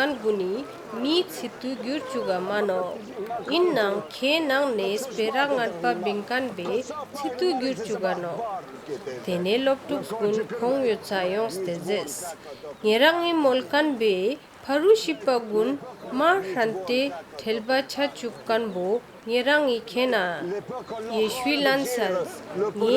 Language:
Ladakhi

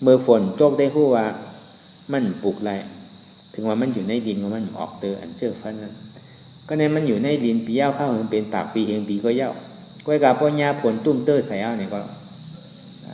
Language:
Shan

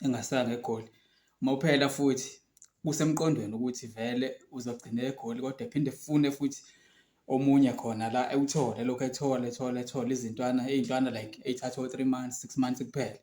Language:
Zulu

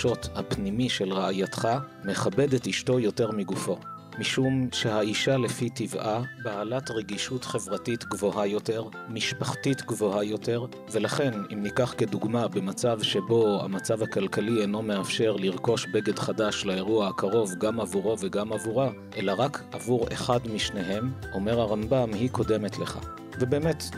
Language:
Hebrew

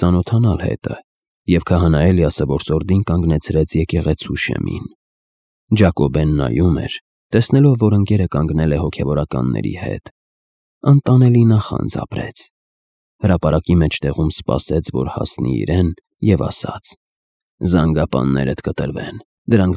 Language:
Armenian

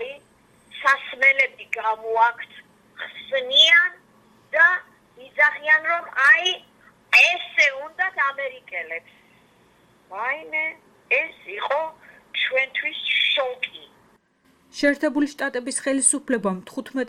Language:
Georgian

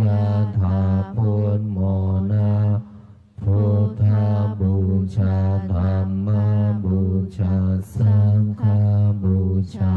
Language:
Pali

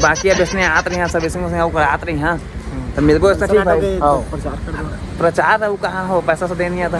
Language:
Chhattisgarhi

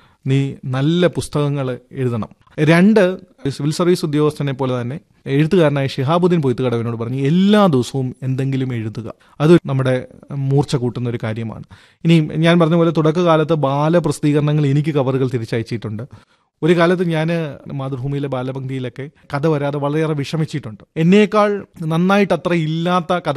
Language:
Malayalam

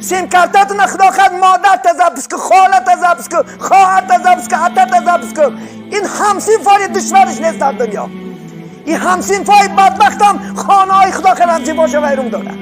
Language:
Tajik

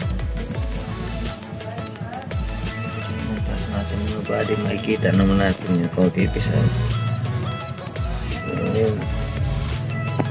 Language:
Filipino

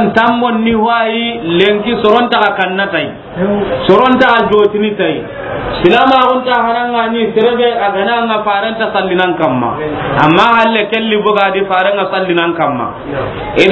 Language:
Soninke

